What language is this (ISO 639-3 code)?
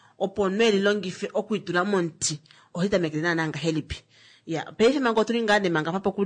kua